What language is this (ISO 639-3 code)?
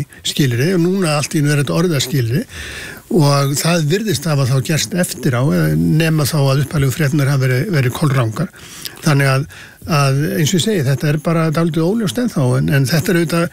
isl